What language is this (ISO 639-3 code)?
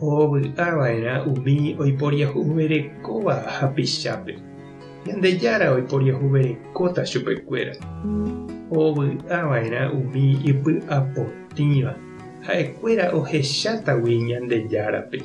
grn